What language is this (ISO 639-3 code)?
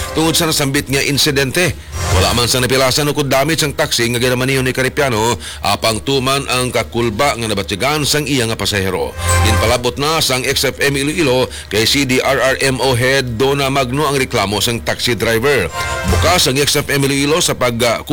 hil